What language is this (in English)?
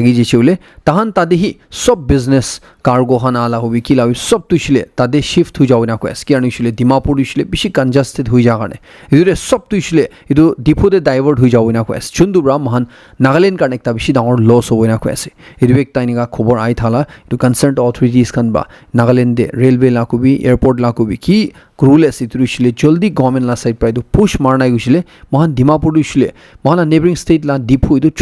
Naga Pidgin